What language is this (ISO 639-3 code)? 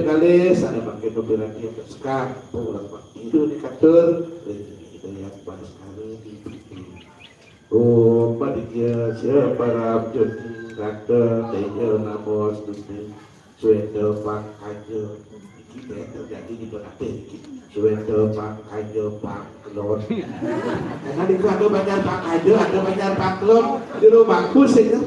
ban